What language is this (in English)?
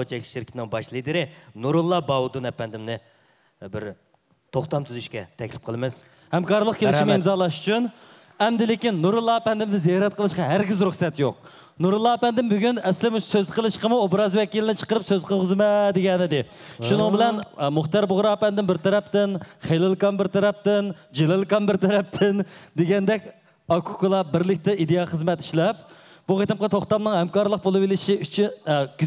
Uyghur